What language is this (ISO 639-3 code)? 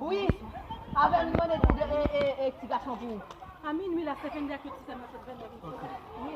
hat